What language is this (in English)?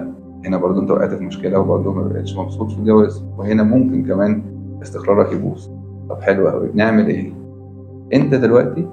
Egyptian Arabic